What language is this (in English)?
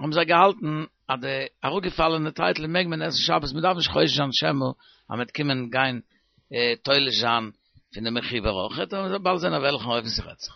Yiddish